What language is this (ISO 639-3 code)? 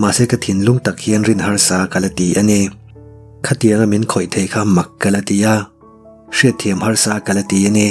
lus